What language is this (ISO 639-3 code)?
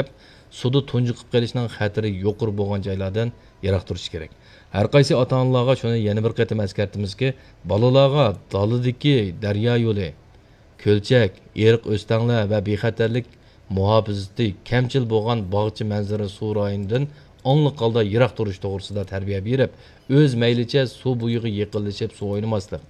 uig